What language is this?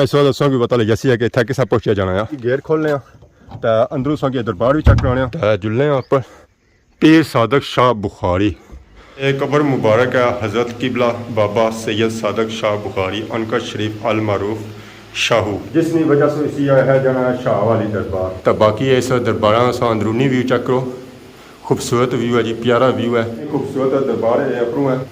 Pahari-Potwari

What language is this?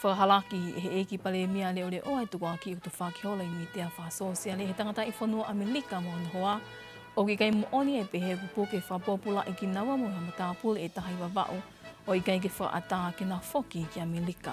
Tongan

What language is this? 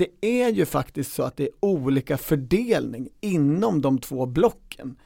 Swedish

